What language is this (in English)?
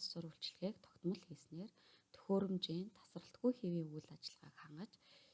Mongolian